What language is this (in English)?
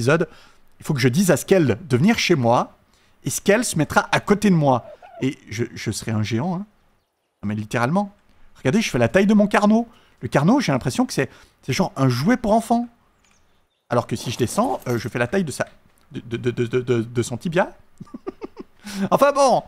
French